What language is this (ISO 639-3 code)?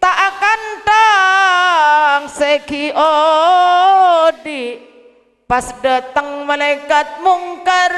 mad